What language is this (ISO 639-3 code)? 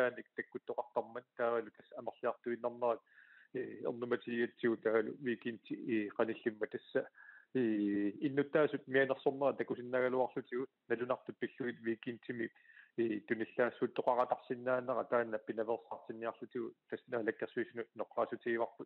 kal